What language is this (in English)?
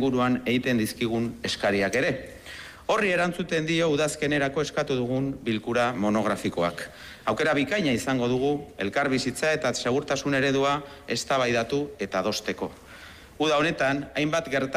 Basque